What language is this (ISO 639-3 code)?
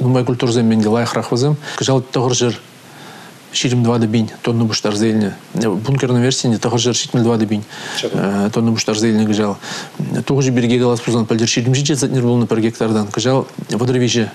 chv